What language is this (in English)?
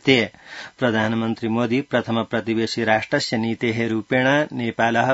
Sanskrit